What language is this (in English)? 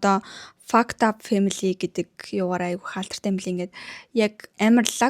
Mongolian